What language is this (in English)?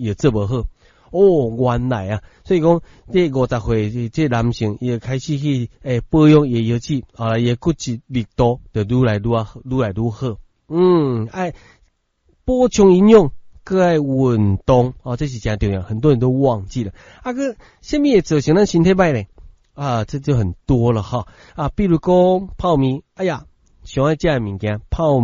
Min Nan Chinese